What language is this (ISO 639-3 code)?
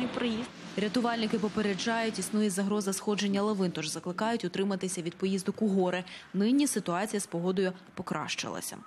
ukr